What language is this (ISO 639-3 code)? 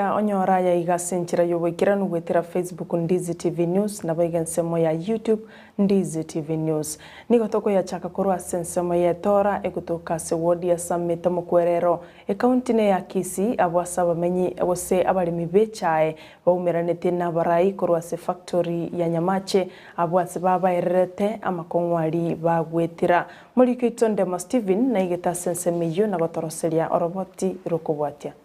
guz